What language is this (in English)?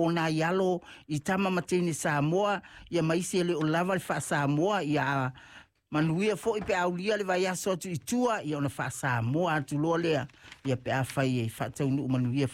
Samoan